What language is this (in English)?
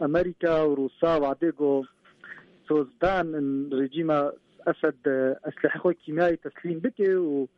Kurdish